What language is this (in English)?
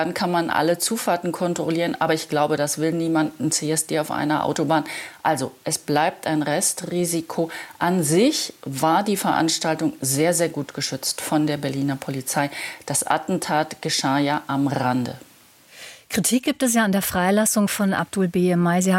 German